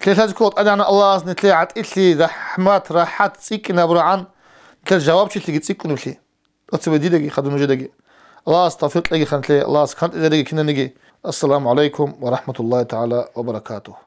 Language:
Avaric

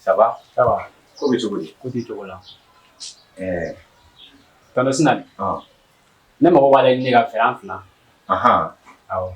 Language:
Bambara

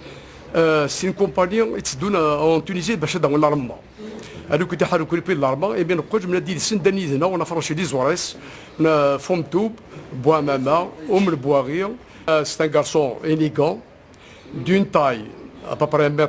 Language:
Kabyle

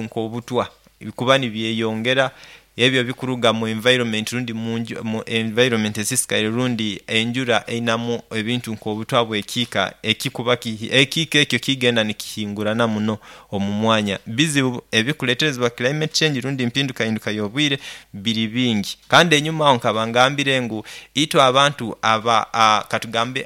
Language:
Nyoro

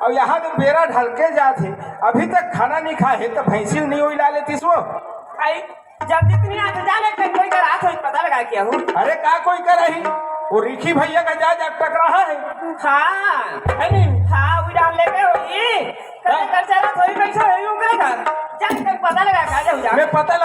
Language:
Chhattisgarhi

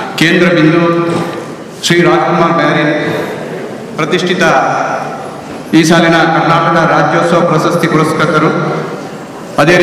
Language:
Kannada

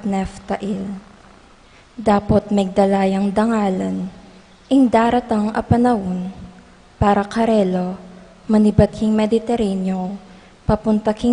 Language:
Pampanga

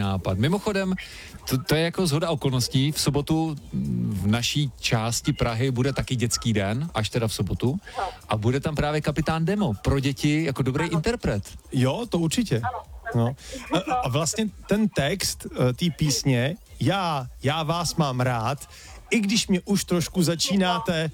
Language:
Czech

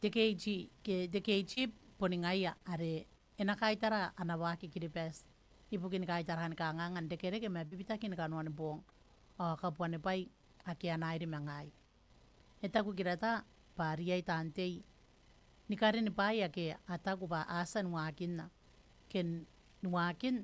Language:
Gilbertese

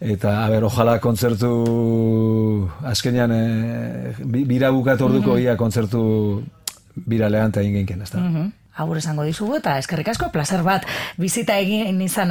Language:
Basque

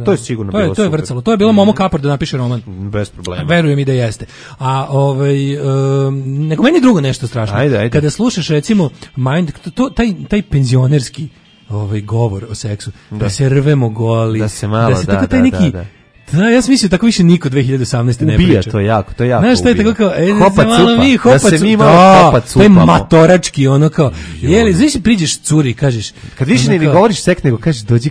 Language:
Serbian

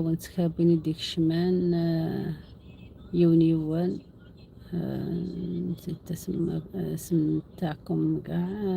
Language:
Algerian Arabic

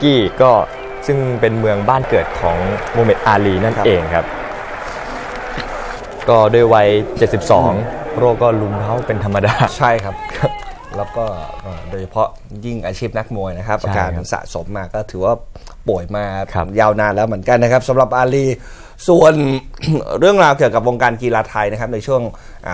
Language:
Thai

